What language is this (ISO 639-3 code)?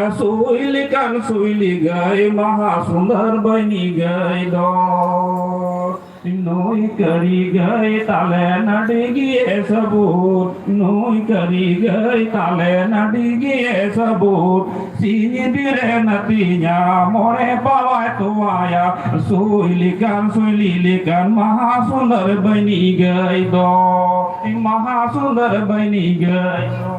sat